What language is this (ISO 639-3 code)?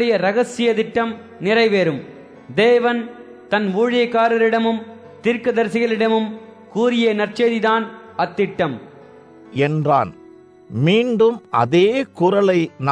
tam